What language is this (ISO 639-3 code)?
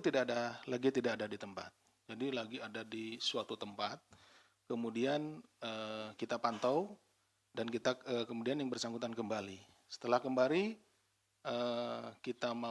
ind